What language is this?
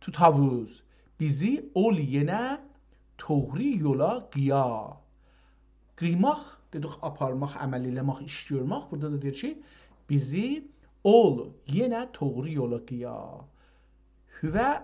South Azerbaijani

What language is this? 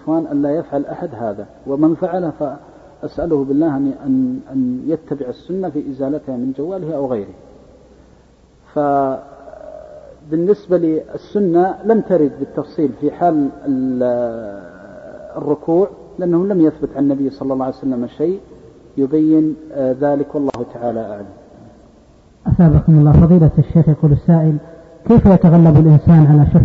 Arabic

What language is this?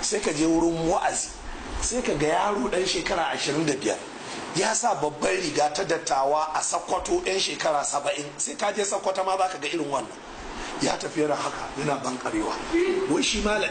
Hausa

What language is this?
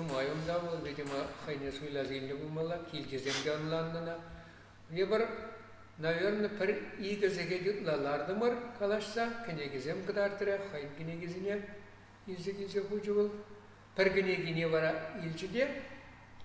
Chuvash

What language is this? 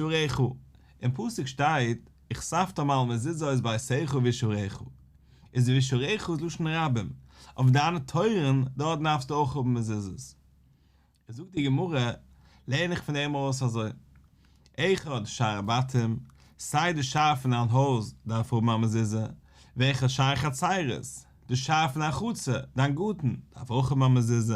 Yiddish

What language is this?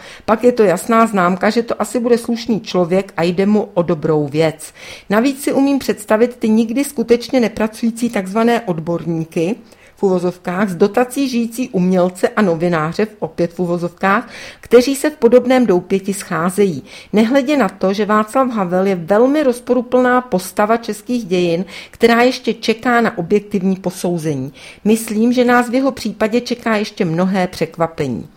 Czech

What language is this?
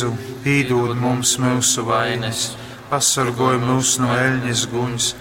Latgalian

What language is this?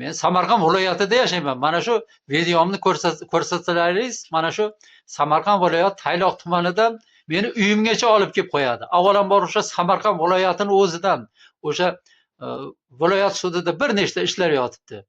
Uzbek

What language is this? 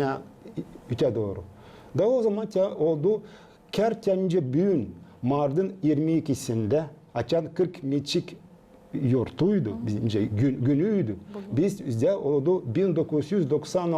Gagauz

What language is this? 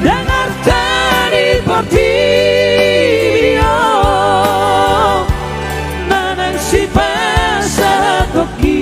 Batak Toba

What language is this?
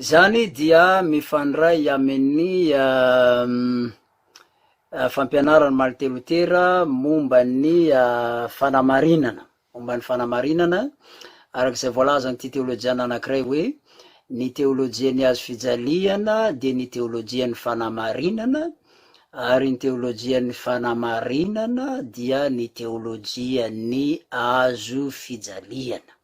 Malagasy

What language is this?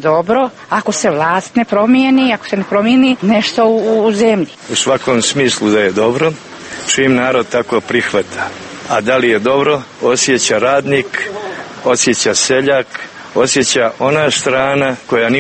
Serbian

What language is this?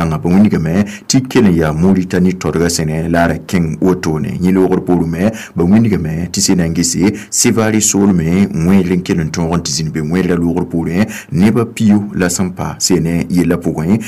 Mossi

